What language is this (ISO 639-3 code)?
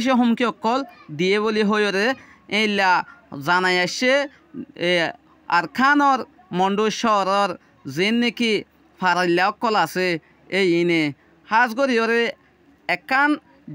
rhg